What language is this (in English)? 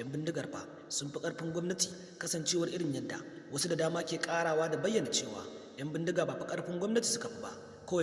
Hausa